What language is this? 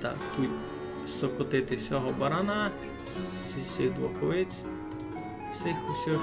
Rusyn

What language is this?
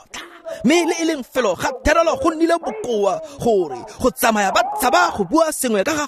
Tswana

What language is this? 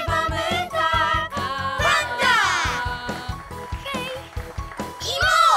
Polish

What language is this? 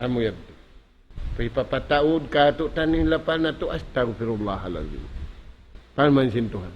Tausug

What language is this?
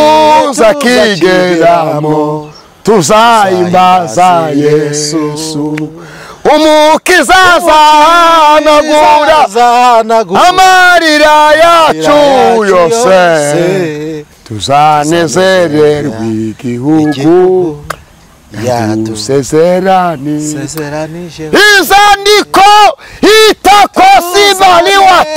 Kinyarwanda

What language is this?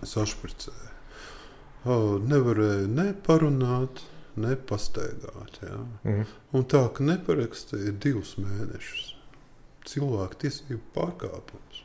Latvian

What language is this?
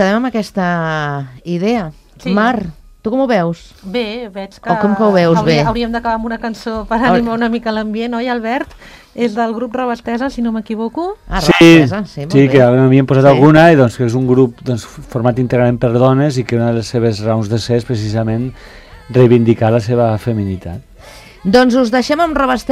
Catalan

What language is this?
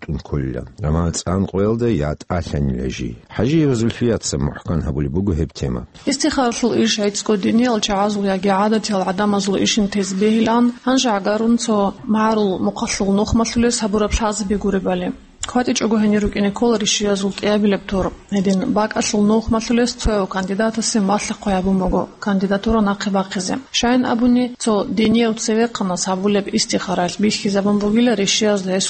Avaric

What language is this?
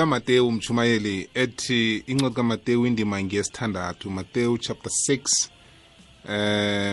South Ndebele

